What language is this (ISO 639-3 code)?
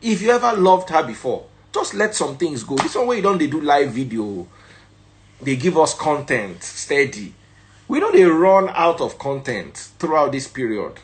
pcm